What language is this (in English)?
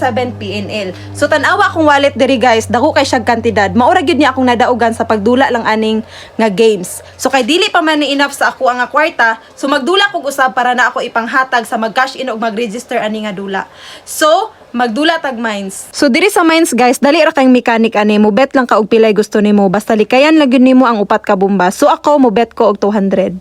Cebuano